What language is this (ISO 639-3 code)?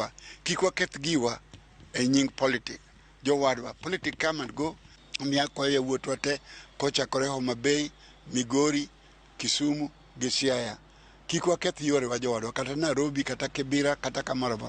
luo